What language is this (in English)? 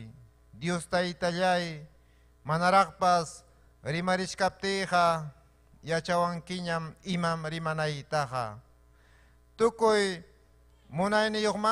Ayacucho Quechua